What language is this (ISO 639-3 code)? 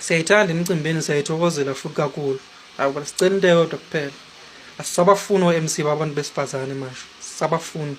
zul